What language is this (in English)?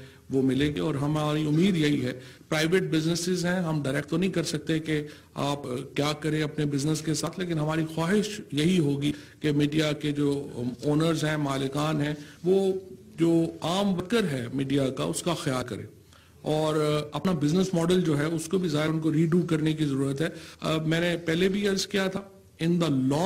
Urdu